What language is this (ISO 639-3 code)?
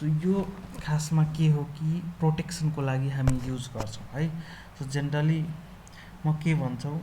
nep